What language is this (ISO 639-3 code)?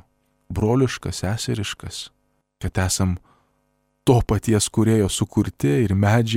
lit